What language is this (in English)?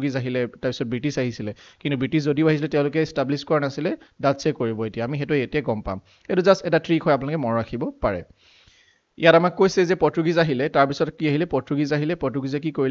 Assamese